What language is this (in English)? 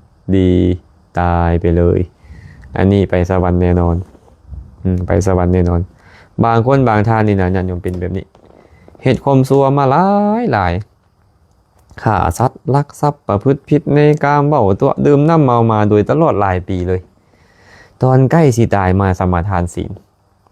Lao